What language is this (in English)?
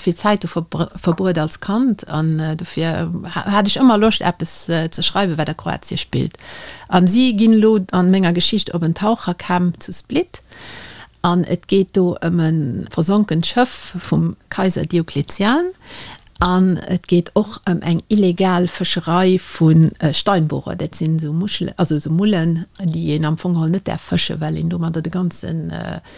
Luxembourgish